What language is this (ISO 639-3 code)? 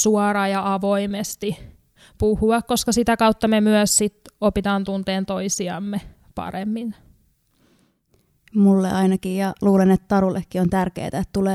fin